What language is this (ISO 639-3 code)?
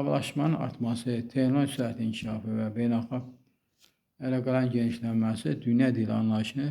aze